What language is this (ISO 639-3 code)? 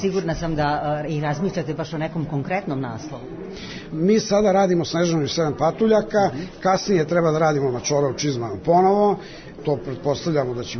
srp